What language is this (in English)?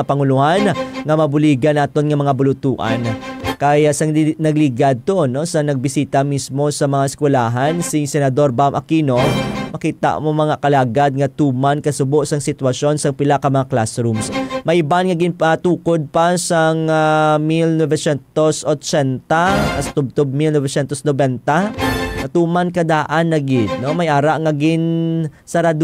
Hiligaynon